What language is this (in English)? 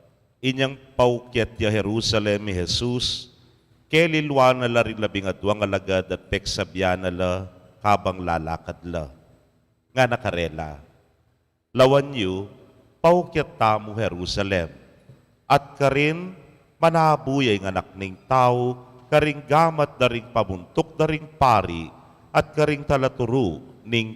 Pampanga